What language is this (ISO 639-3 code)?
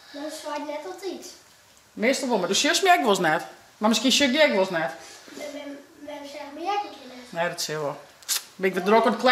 fry